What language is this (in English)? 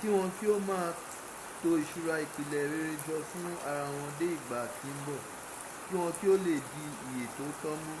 Yoruba